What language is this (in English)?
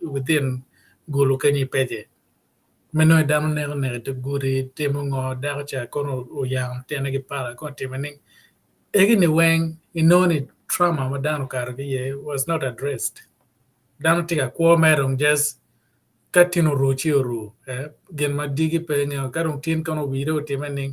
Acoli